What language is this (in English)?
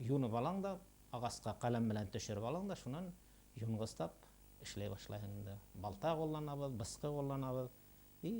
Bashkir